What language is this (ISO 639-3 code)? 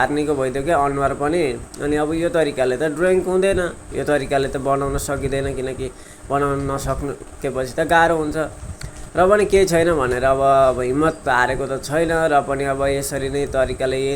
nep